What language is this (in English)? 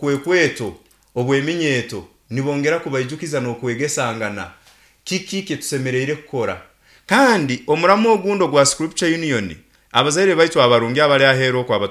Nyankole